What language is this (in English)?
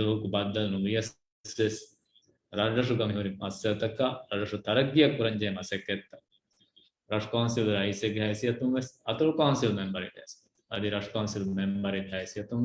Divehi